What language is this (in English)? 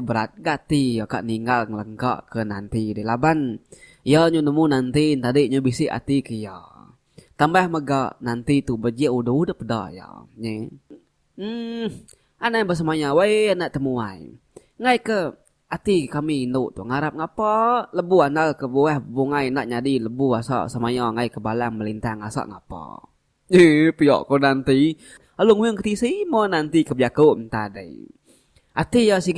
Iban